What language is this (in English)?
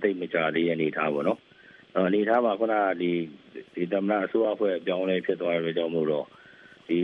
Burmese